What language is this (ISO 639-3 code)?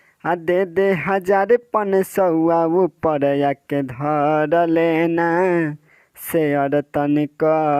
bho